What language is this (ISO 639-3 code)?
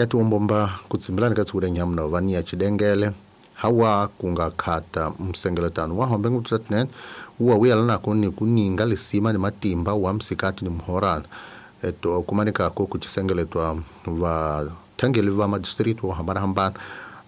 tso